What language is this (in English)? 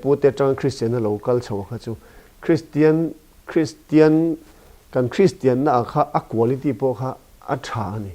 Mizo